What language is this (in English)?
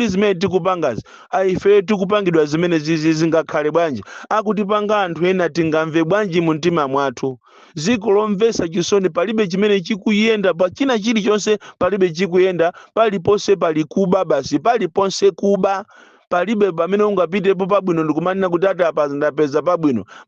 Nyanja